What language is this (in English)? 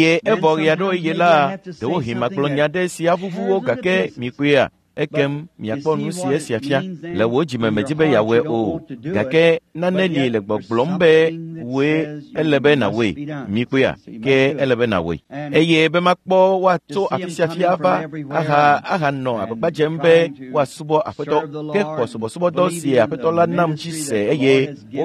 Ewe